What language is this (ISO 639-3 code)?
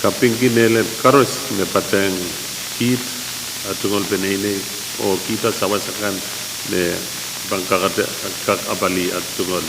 pon